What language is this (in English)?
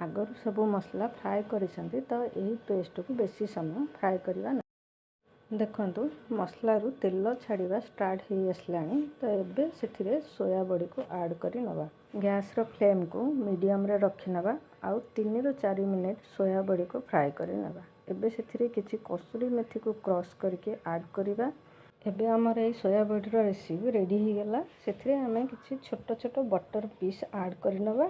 Odia